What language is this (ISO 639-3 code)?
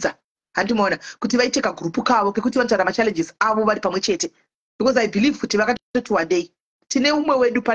sna